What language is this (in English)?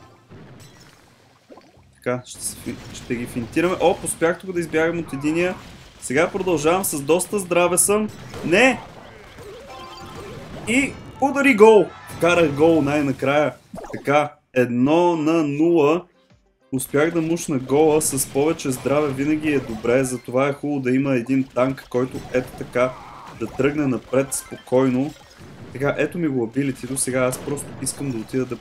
Bulgarian